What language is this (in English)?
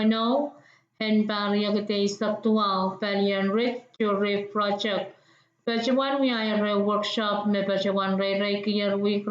Pohnpeian